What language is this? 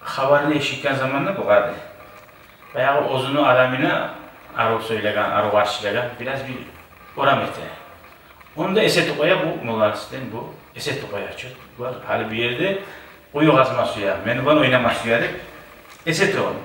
Kumyk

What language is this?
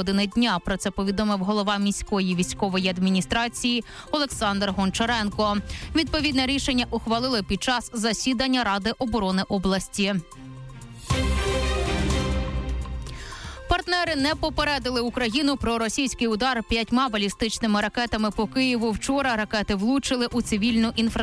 Ukrainian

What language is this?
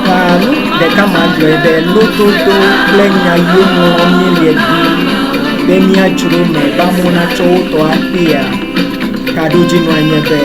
Ewe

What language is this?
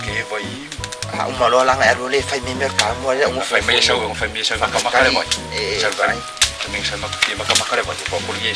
Samoan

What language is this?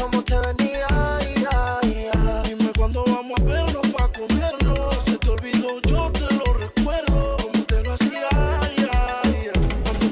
Spanish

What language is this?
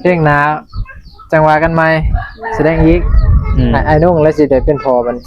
Northeastern Thai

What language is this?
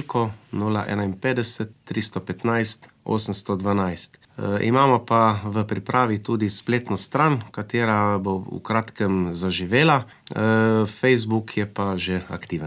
Slovenian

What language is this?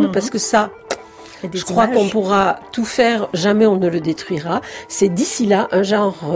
French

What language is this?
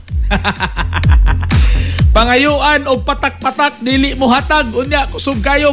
Cebuano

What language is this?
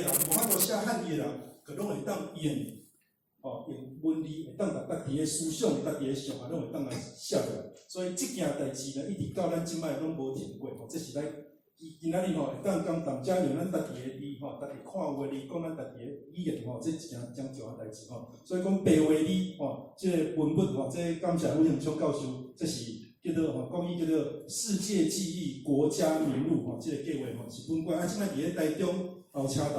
Min Nan Chinese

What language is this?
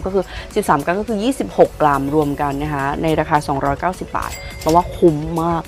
Thai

